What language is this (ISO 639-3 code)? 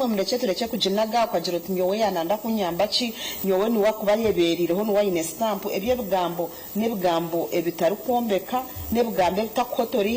nyn